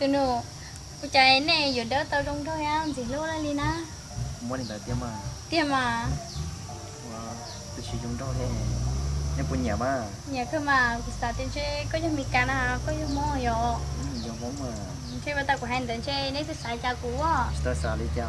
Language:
Hmong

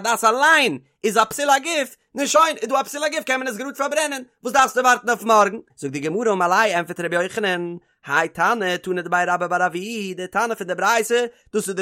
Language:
Yiddish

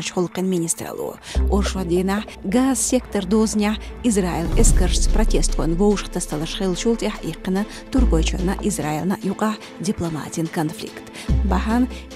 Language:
Chechen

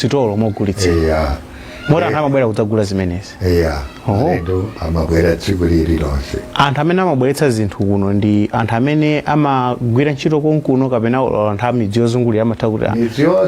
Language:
Nyanja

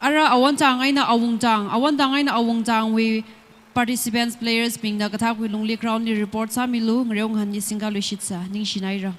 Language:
Tangkhul Naga (India)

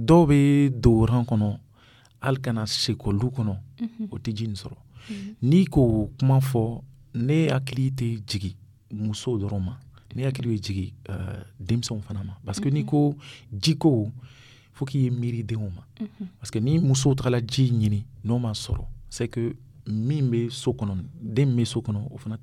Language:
Dyula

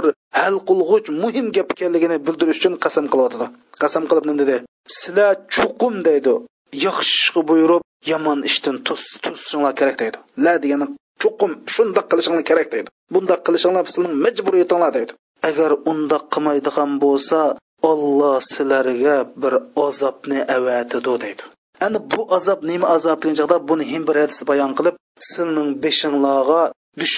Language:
Uyghur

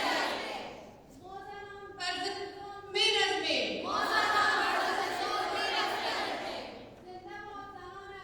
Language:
Persian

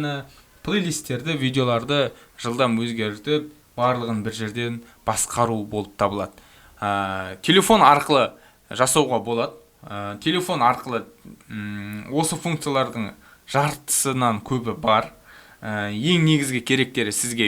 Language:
Kazakh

